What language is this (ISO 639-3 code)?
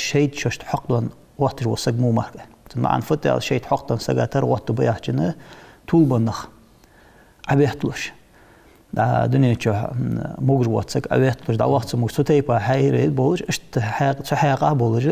inh